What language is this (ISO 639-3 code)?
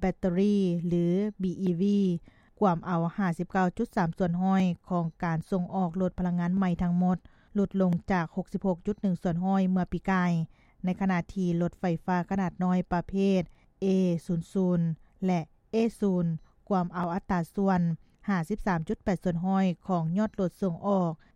lao